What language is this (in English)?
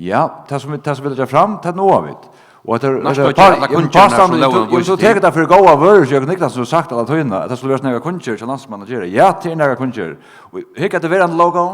Faroese